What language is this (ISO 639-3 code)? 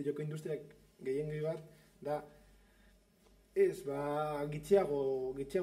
eus